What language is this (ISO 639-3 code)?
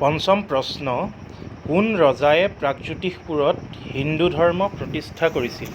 asm